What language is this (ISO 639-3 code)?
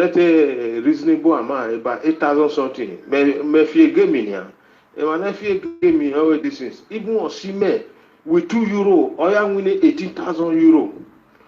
pcm